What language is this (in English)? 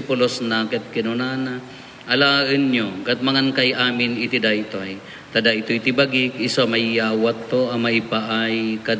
Iloko